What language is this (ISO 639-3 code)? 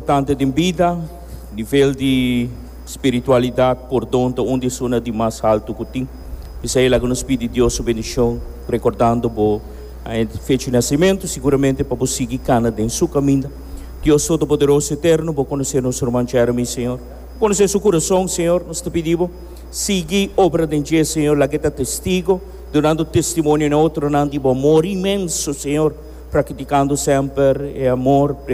pap